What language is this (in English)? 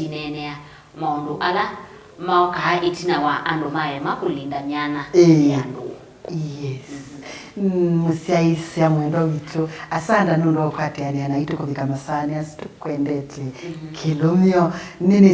Kamba